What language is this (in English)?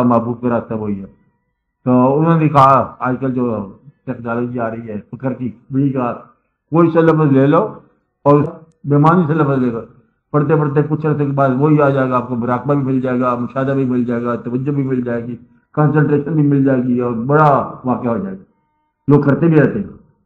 Urdu